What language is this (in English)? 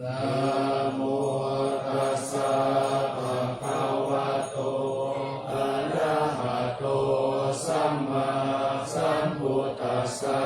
Pali